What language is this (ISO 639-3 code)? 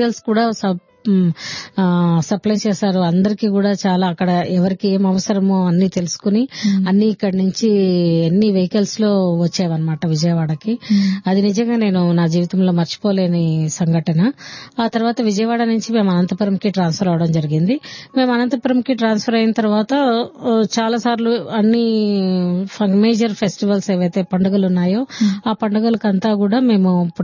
tel